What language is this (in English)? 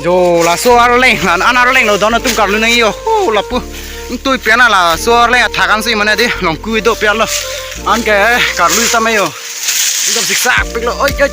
Karbi